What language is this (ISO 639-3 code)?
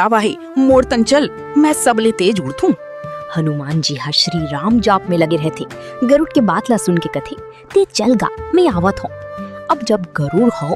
hne